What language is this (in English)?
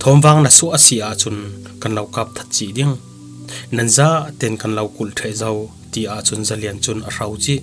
Falam Chin